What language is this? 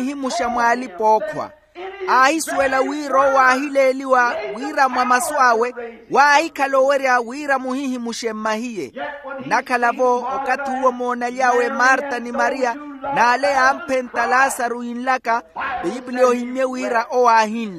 Makhuwa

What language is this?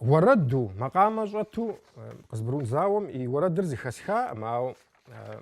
Kabardian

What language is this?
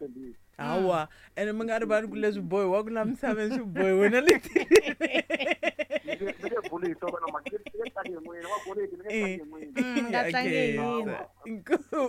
Tsonga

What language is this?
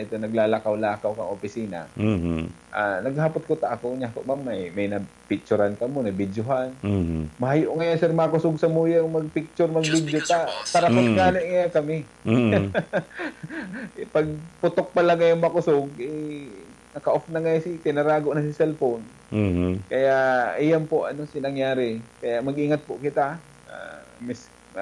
Bikol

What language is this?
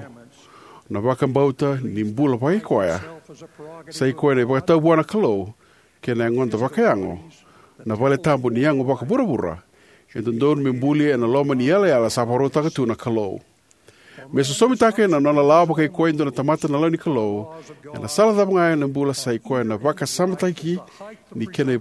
Fijian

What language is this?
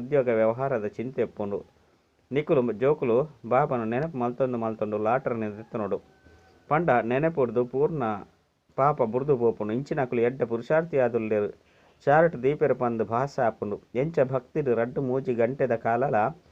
Tulu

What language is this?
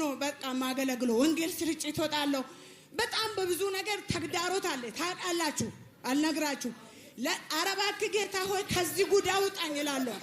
Amharic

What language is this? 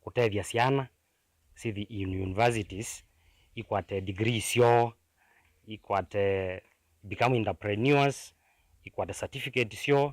Kamba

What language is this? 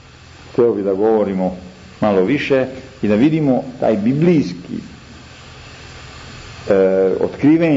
Serbian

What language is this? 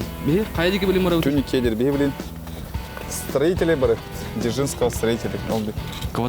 Yakut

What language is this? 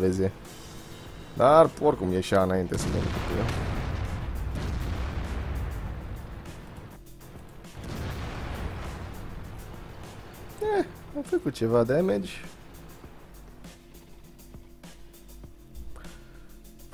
Romanian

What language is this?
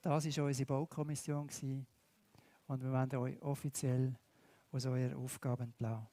Swiss German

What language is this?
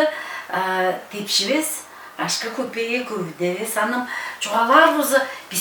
Tuvinian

